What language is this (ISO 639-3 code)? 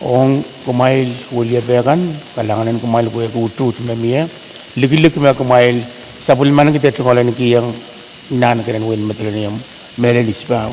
pon